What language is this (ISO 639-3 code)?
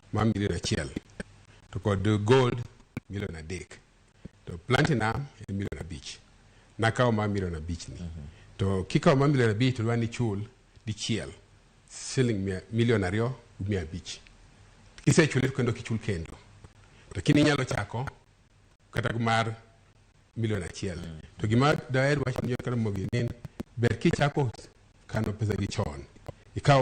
luo